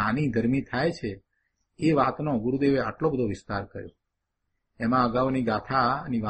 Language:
Gujarati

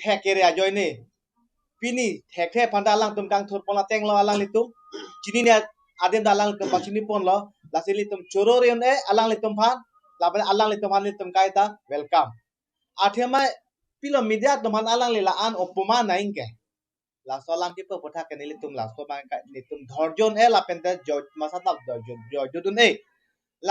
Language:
Karbi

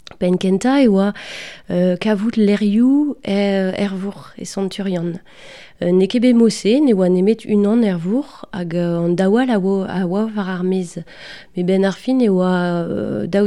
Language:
Breton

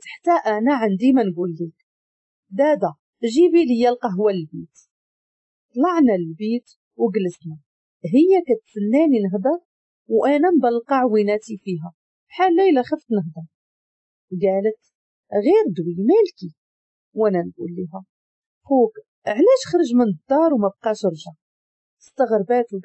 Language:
Moroccan Arabic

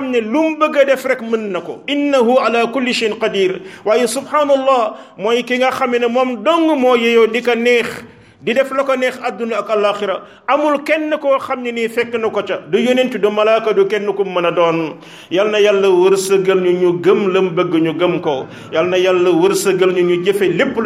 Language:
Wolof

